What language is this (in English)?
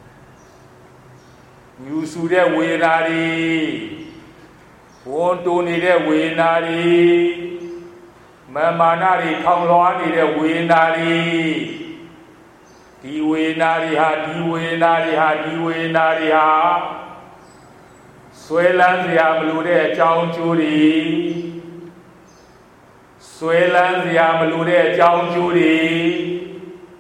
Burmese